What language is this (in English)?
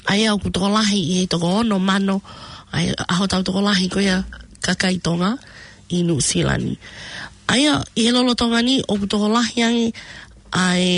Tongan